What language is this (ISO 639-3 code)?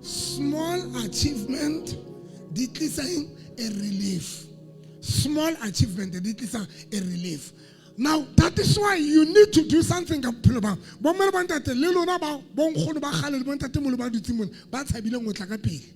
sot